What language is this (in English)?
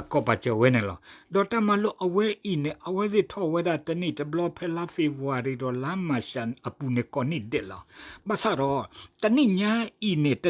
S'gaw Karen